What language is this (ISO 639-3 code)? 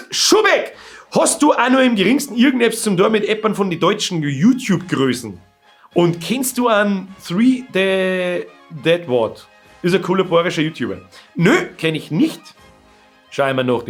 bar